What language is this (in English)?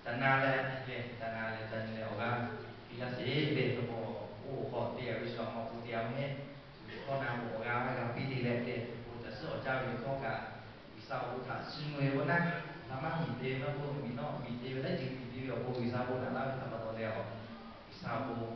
Lahu